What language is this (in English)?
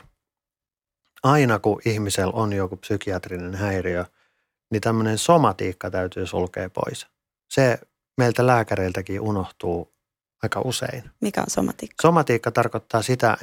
Finnish